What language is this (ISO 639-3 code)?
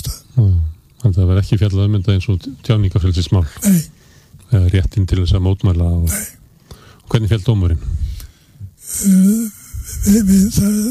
isl